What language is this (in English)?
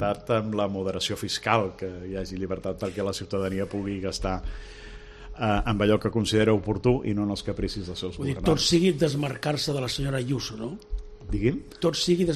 Catalan